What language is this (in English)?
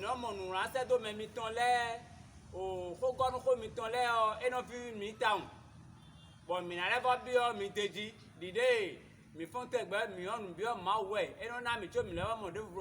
Fon